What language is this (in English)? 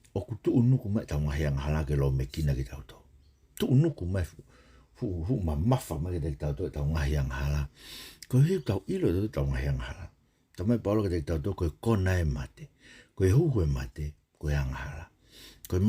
Tongan